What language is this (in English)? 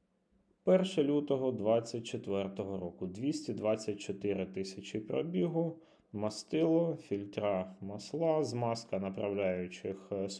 Ukrainian